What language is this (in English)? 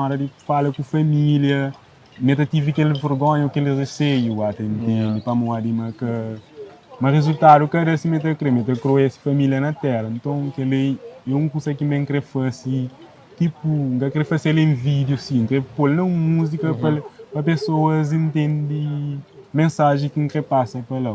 Kabuverdianu